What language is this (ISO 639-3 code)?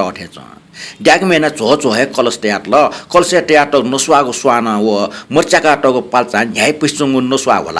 new